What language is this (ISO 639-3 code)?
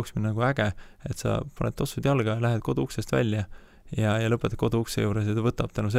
est